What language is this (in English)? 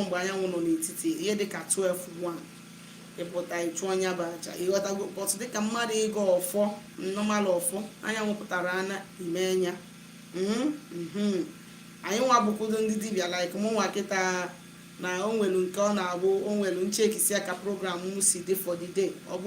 Igbo